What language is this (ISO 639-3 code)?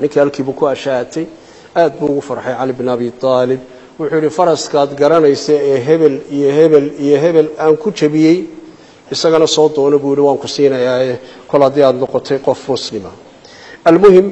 som